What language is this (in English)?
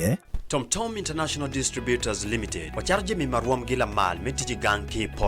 Acoli